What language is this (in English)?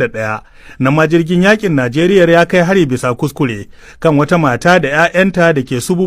Hausa